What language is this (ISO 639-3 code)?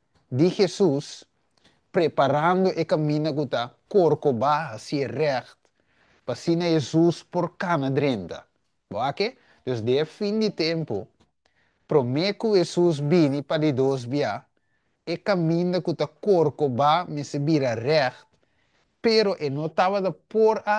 pap